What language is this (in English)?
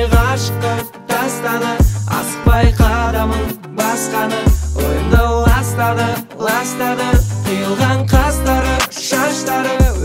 Kazakh